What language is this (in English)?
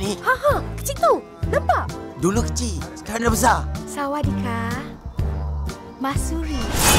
Malay